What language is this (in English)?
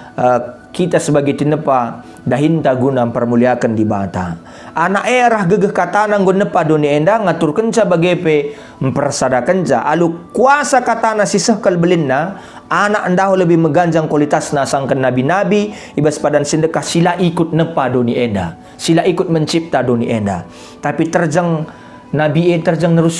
Batak Karo